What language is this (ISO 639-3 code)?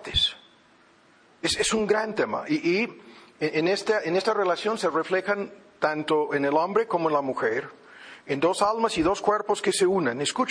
spa